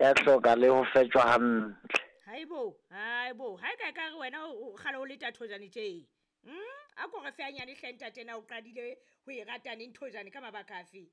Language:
Southern Sotho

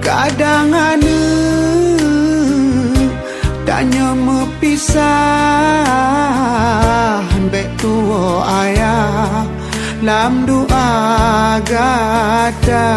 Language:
Achinese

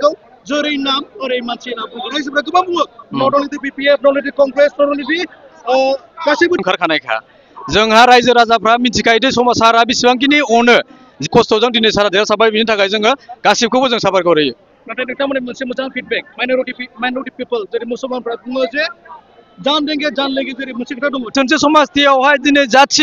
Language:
Bodo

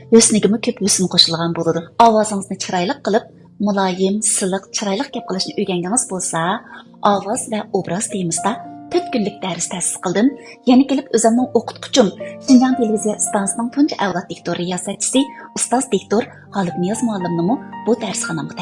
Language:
Uyghur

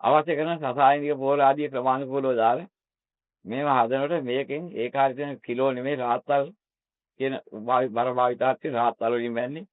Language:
Sinhala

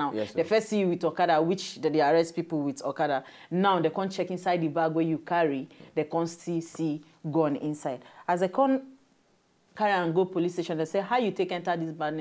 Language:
Nigerian Pidgin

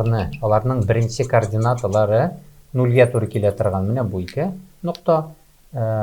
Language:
Tatar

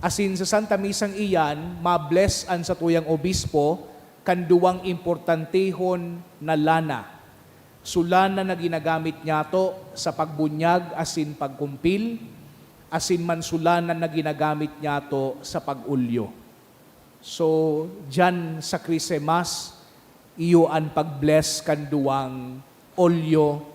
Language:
Bikol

